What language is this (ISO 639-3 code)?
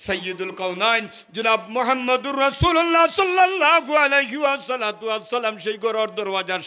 syl